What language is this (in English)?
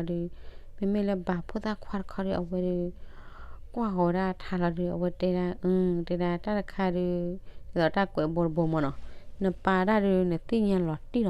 S'gaw Karen